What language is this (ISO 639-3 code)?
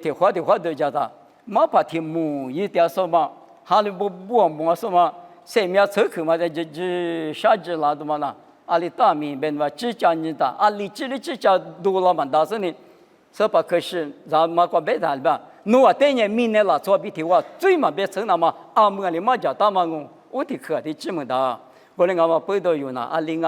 lis